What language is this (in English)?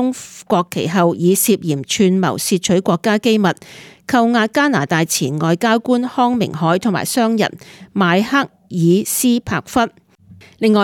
Cantonese